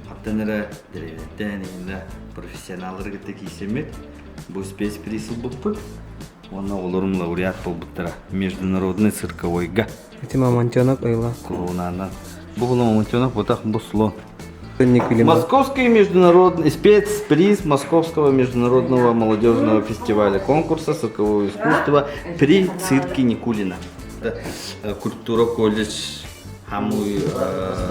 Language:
Yakut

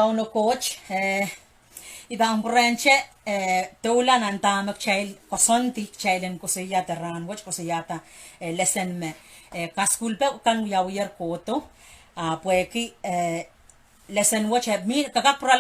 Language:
Pohnpeian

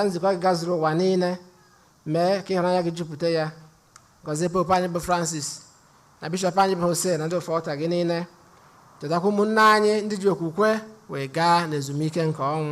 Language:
Igbo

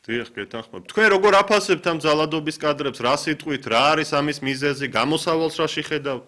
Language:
Georgian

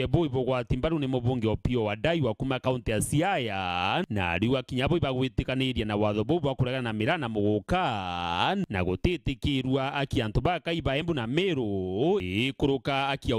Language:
Meru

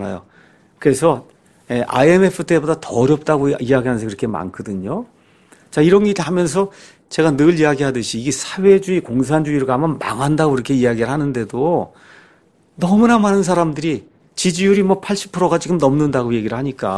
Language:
Korean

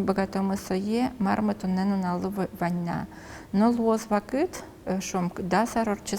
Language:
Udmurt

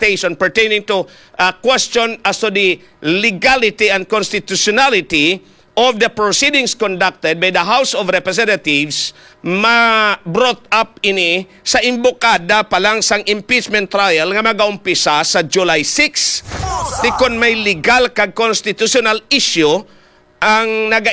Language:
Hiligaynon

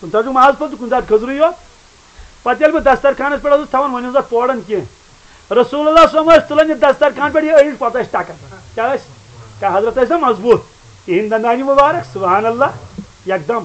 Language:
Kashmiri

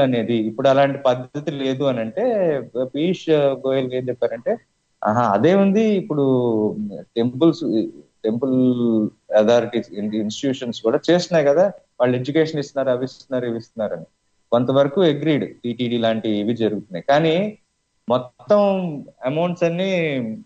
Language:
Telugu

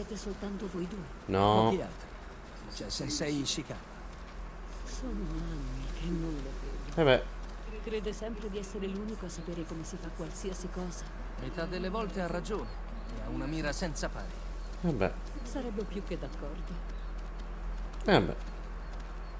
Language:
Italian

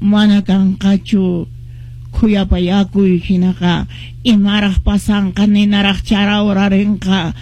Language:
Quechua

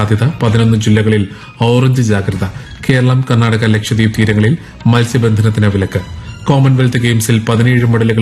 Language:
Malayalam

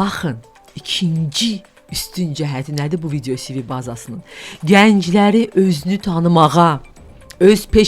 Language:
Azerbaijani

